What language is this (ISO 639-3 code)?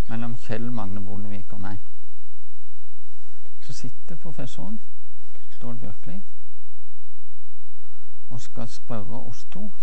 nor